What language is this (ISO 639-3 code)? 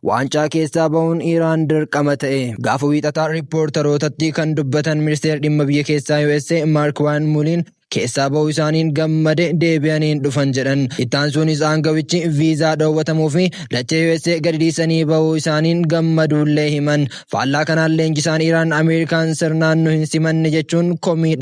orm